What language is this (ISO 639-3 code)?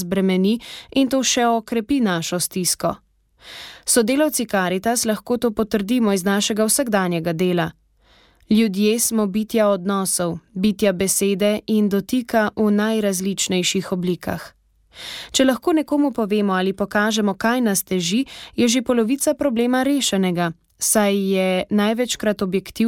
slv